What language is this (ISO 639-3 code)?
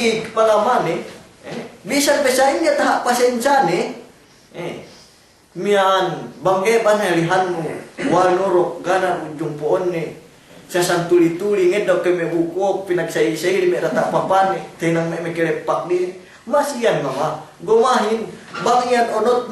yka